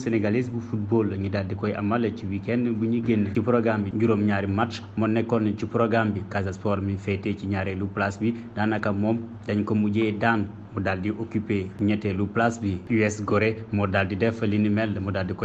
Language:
Wolof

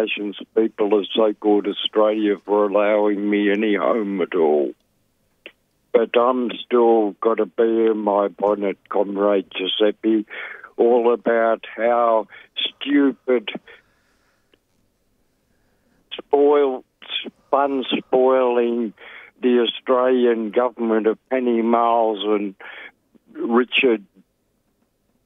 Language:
English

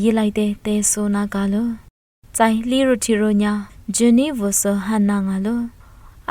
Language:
Lisu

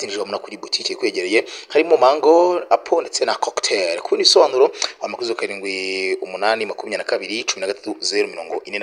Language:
Kinyarwanda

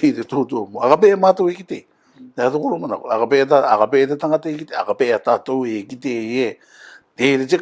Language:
Rarotongan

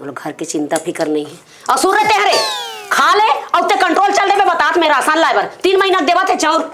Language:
Chhattisgarhi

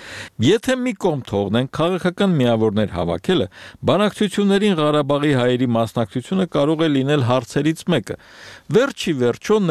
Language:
Armenian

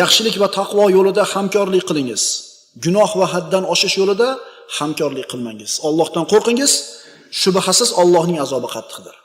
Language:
Uzbek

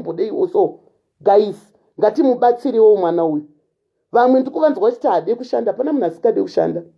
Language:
Shona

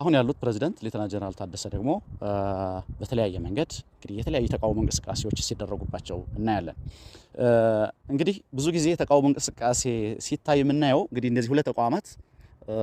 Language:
Amharic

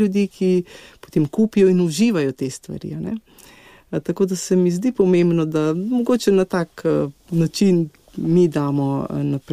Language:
Slovenian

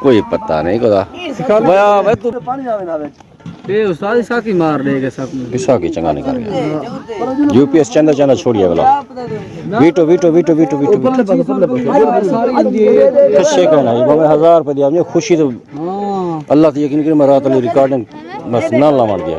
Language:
Saraiki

